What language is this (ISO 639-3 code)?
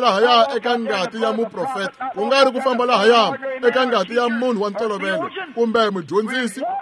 tso